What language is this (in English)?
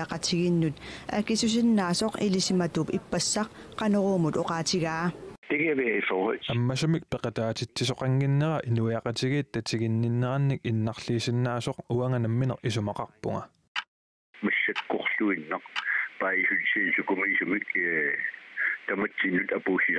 Kalaallisut